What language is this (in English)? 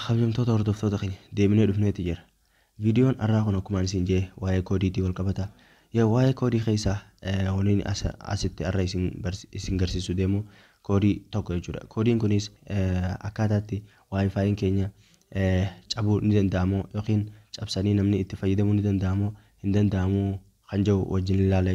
Oromo